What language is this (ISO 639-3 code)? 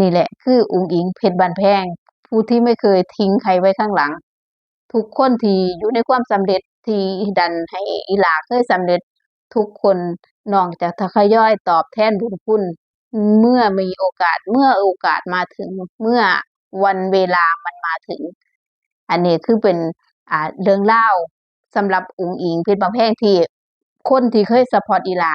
tts